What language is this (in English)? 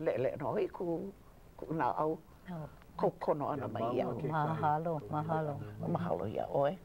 Hawaiian